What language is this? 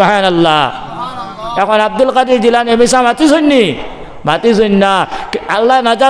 Sylheti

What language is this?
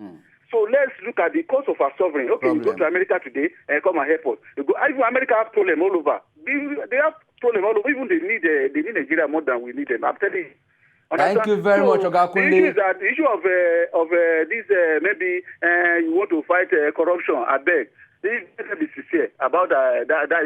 Nigerian Pidgin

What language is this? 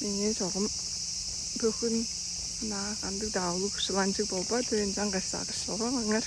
Tuvinian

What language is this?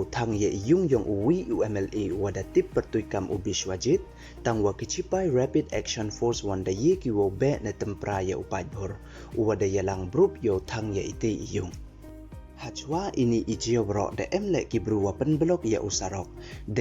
Pnar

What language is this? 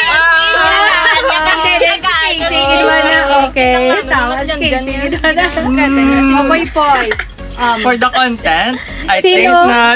Hiligaynon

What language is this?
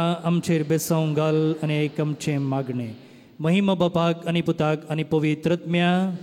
Konkani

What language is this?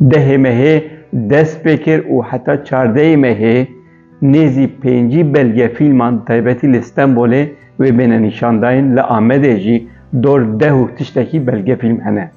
Kurdish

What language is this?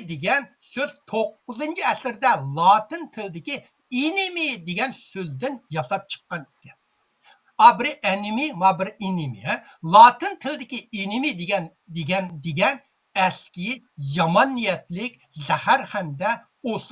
Uyghur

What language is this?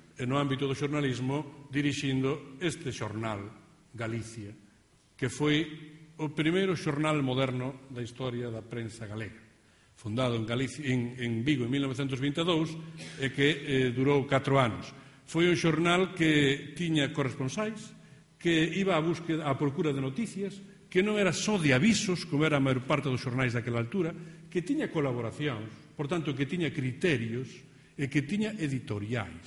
Galician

